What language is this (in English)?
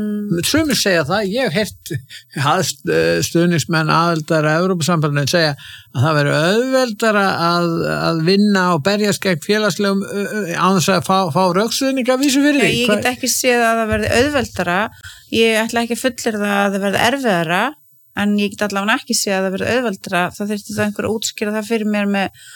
Icelandic